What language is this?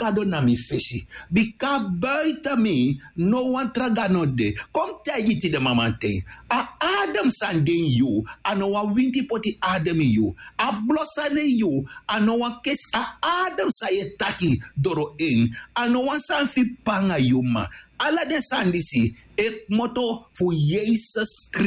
Sranan Tongo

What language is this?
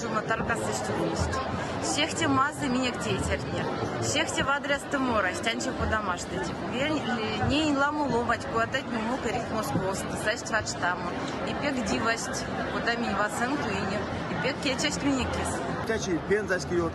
Erzya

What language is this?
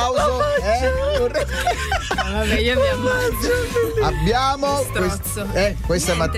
Italian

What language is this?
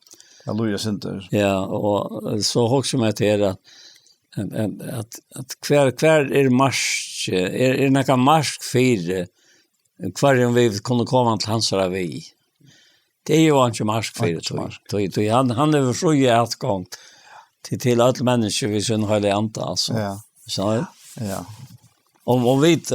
Faroese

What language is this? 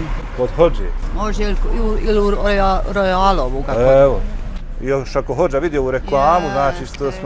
Bosnian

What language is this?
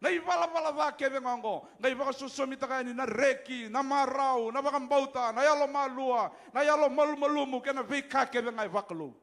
Fijian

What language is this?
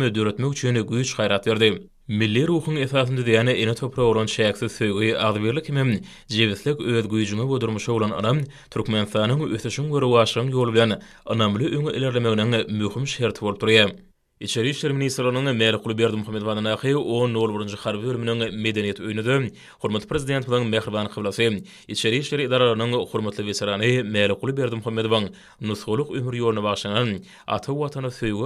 Turkmen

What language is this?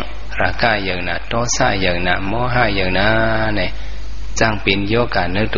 Shan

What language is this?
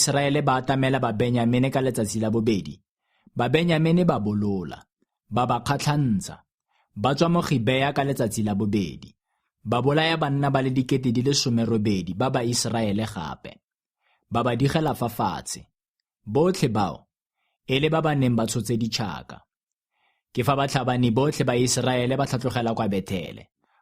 Tswana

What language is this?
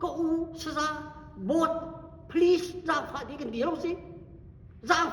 Hakha Chin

